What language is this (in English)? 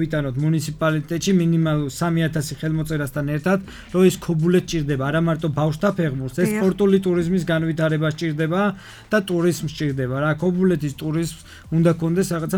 Georgian